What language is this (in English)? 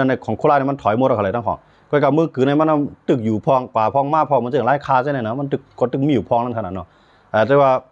Shan